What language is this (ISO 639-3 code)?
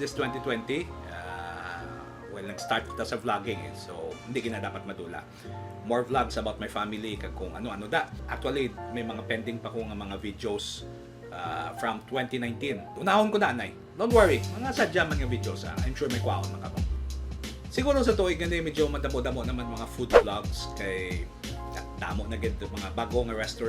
hil